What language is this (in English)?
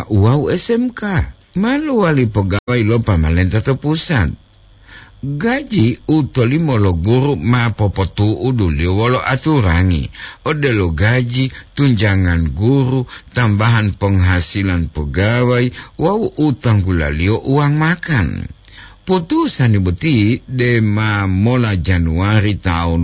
Gorontalo